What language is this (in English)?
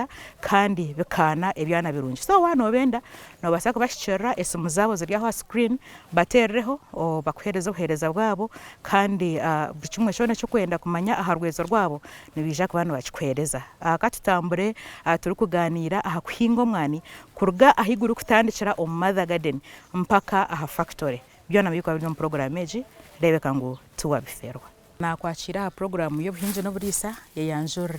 Nyankole